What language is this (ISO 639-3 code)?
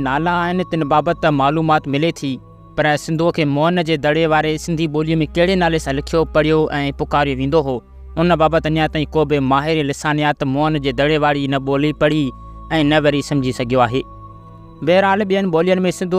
snd